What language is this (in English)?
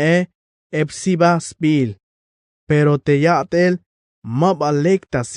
Tzeltal